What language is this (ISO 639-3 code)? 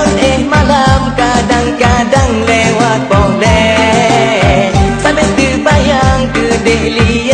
ace